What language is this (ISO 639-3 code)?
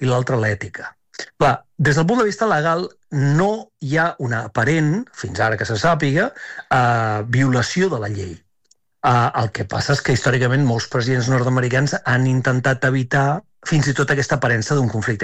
cat